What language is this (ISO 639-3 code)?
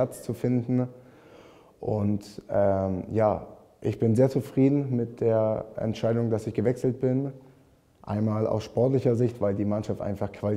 deu